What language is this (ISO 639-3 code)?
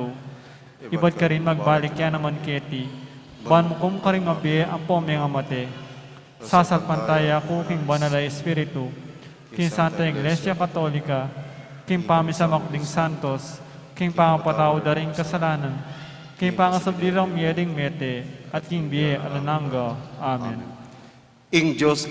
pam